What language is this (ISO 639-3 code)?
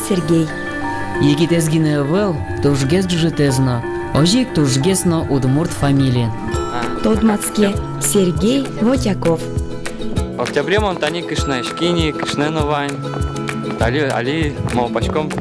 udm